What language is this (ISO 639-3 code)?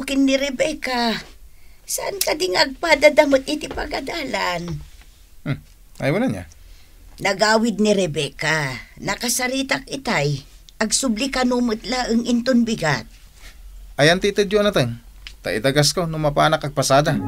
ilo